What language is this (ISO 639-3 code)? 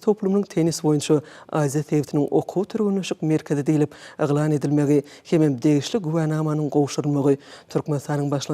tuk